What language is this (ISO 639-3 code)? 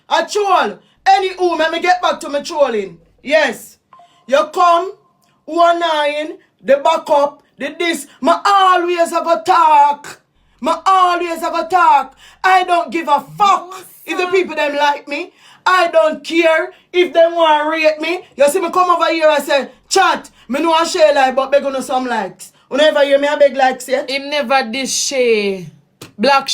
jam